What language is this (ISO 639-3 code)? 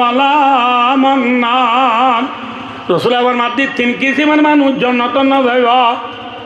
rhg